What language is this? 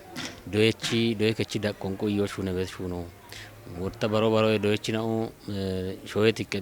Kafa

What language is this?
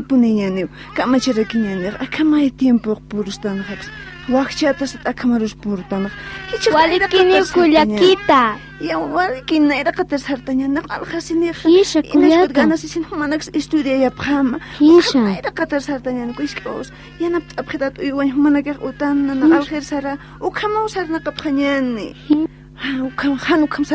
Aymara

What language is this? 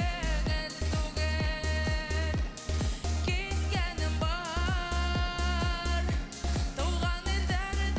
Bashkir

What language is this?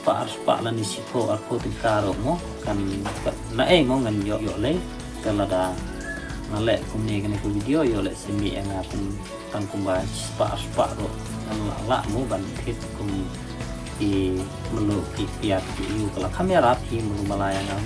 Khasi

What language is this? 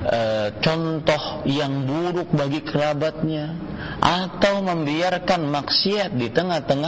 Indonesian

